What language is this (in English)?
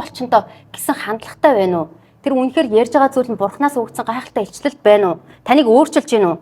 Mongolian